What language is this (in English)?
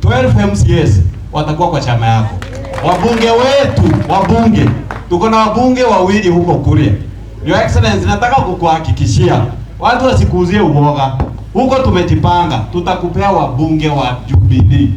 Swahili